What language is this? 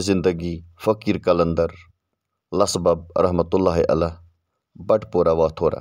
Kashmiri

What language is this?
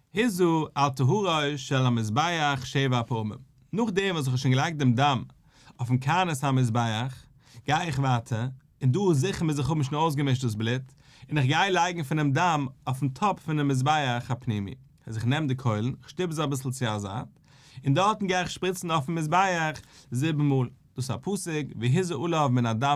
Yiddish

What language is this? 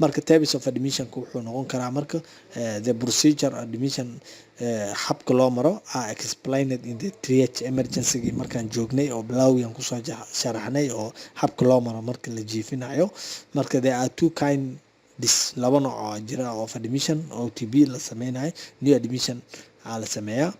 Somali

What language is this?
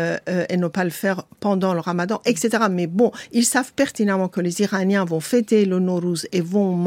French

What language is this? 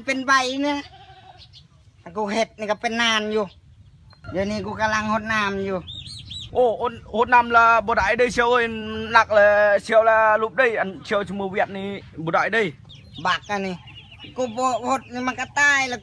Lao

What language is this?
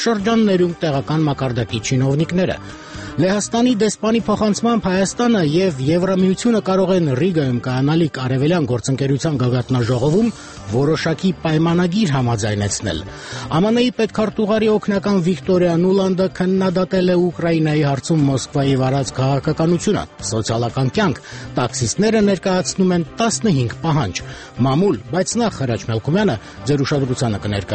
Armenian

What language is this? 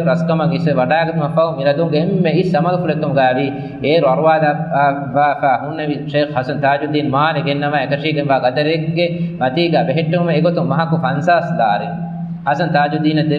Divehi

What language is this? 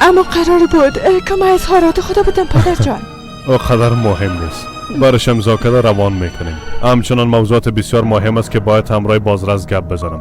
Persian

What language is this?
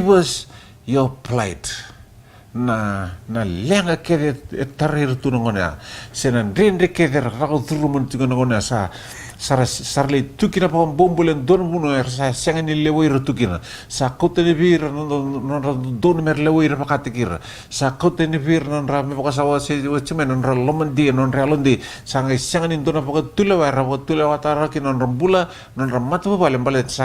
Fijian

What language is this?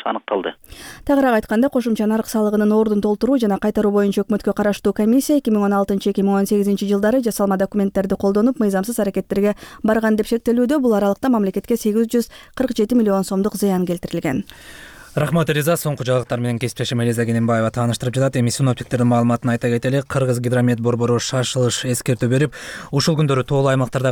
Kyrgyz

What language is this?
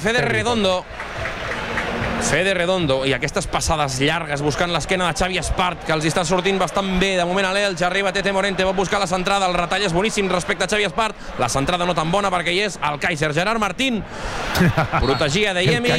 Catalan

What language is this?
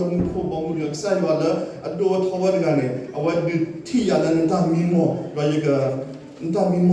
S'gaw Karen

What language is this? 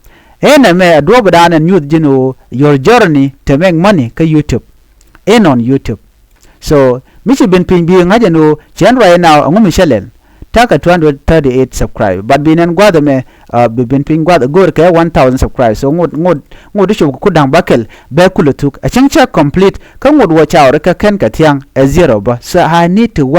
Nuer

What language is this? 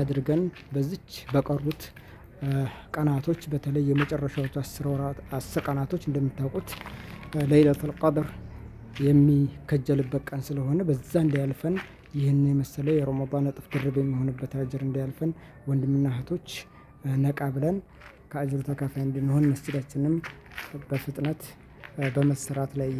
Amharic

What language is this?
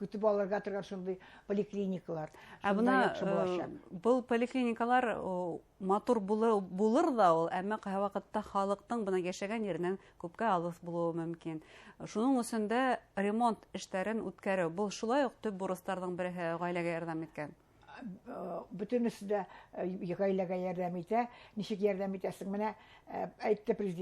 Bashkir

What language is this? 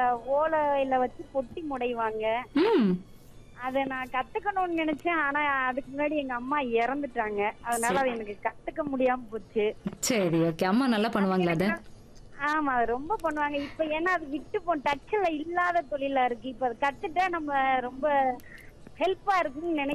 Tamil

